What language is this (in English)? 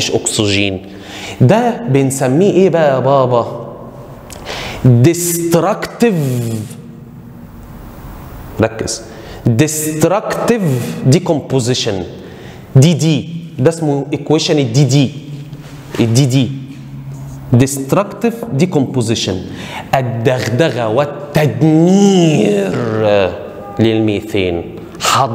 Egyptian Arabic